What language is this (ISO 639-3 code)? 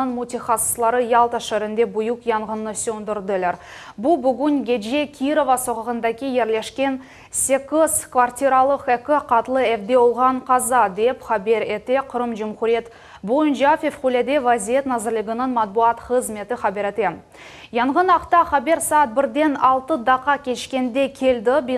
crh